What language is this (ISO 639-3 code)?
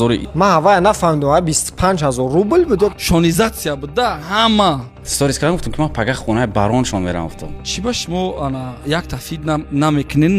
tgk